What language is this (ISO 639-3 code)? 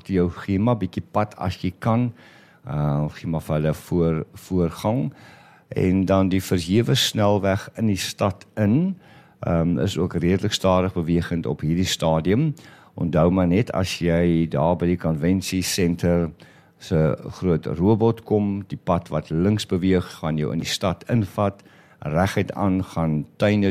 afr